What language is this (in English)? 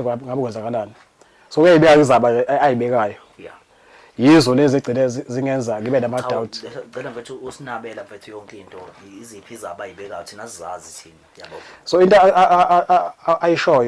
Zulu